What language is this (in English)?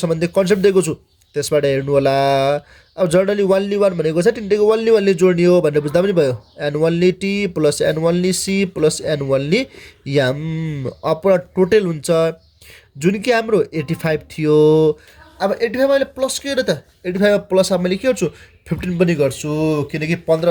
Nepali